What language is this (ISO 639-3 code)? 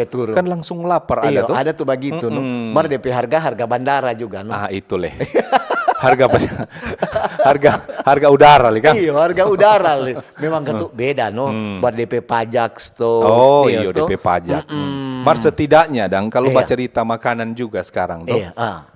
xmm